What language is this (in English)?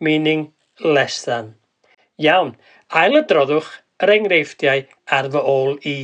Welsh